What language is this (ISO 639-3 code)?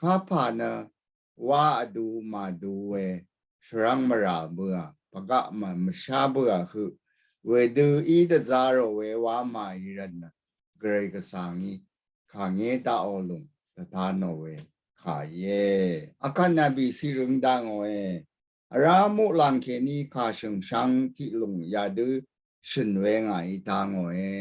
raw